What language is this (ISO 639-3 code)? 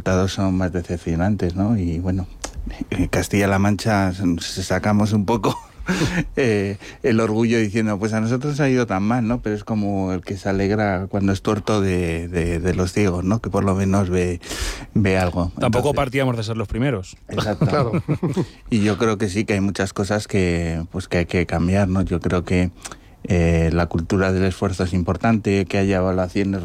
spa